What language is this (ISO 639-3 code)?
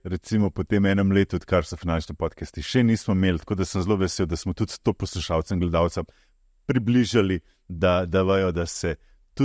slv